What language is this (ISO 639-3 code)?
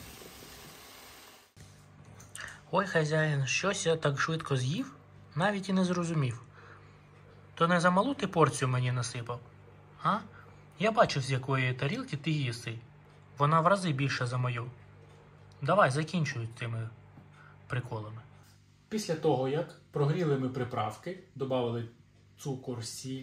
ukr